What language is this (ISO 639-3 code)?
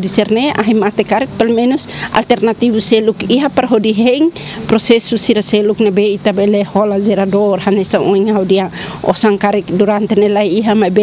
tet